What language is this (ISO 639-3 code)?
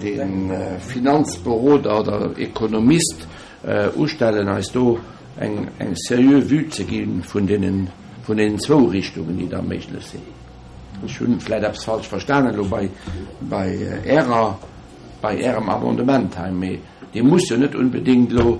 ltz